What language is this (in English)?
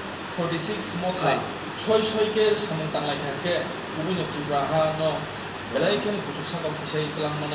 Kok Borok